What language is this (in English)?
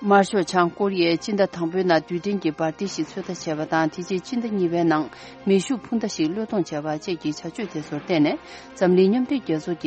Tibetan